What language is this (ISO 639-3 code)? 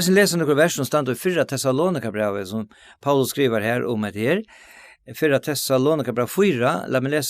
fao